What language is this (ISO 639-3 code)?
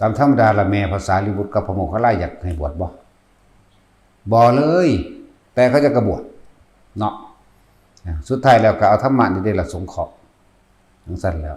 tts